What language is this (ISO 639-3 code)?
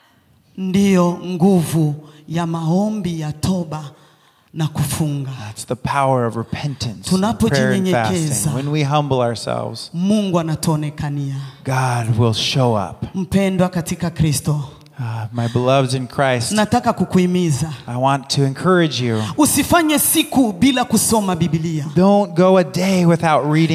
swa